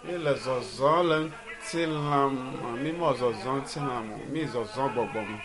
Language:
Ewe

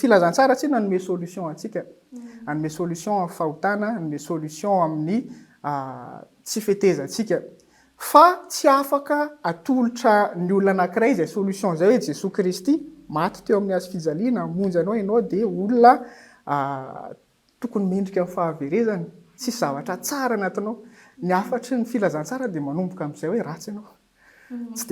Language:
Malagasy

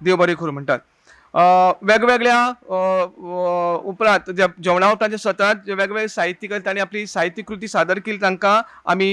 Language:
Konkani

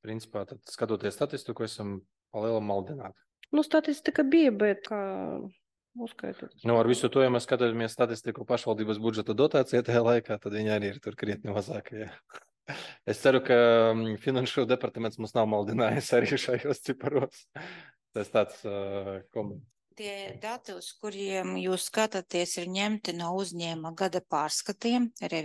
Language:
Latvian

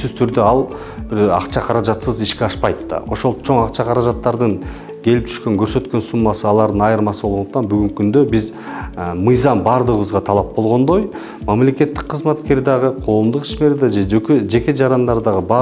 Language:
Kyrgyz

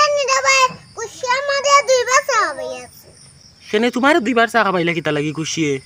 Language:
Sylheti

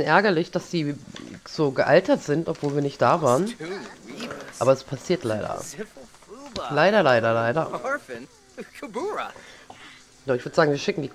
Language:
German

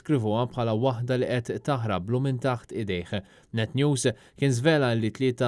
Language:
Maltese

